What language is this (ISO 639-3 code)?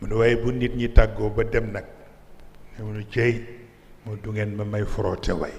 wol